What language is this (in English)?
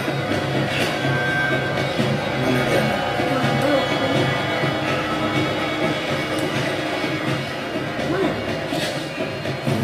Indonesian